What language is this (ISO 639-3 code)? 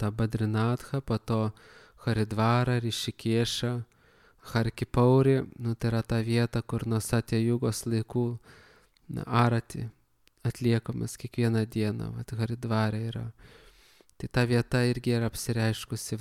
lit